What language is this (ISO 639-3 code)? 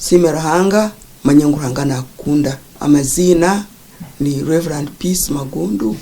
nyn